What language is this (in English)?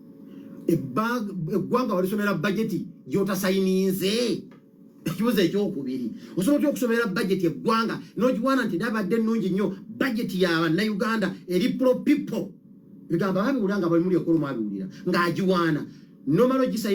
Ganda